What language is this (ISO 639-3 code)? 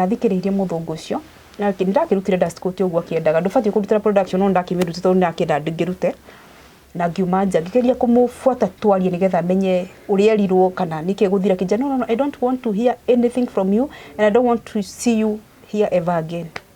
kik